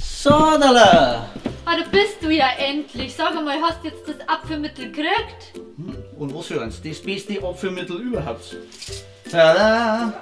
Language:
Bavarian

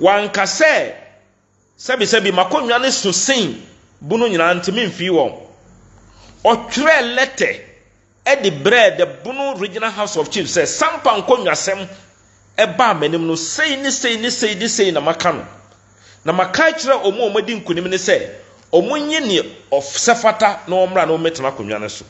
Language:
Akan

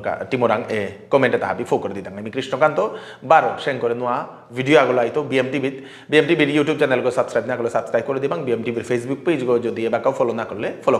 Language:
Bishnupriya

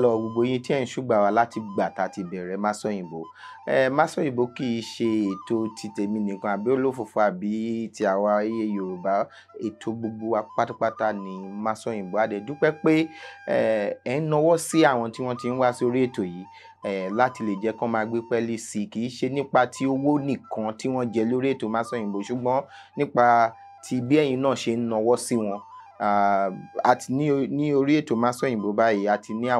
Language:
Yoruba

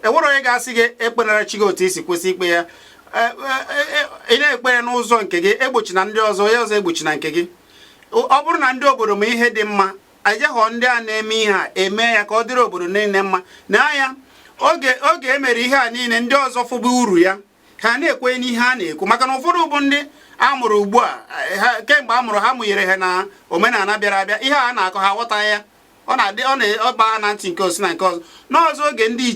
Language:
Igbo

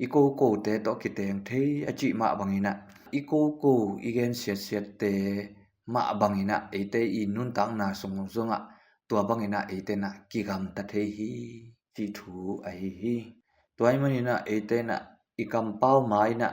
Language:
Tedim Chin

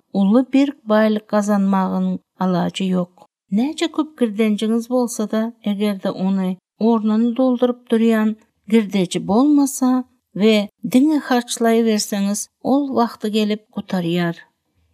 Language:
Turkmen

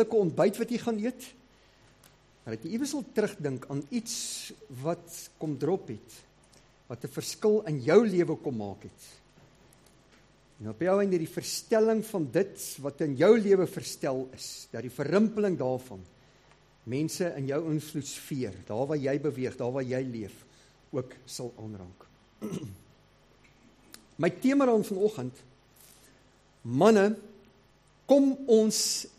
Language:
Afrikaans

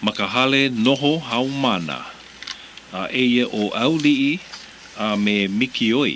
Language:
Hawaiian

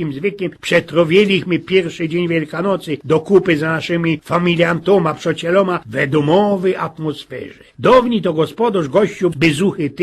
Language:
Silesian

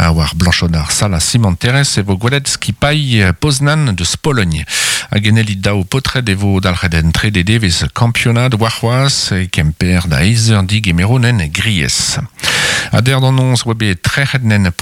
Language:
Breton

